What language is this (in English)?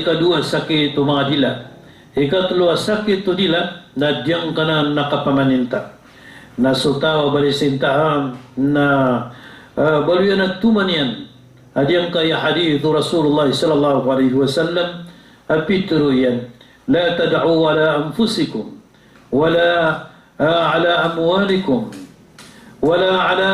Maranao